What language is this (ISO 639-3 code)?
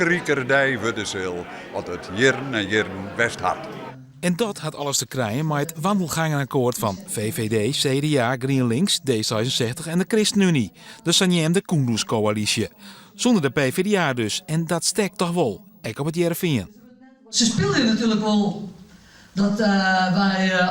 fry